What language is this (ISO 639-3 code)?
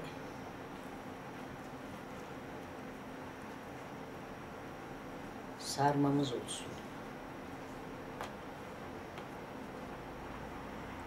tur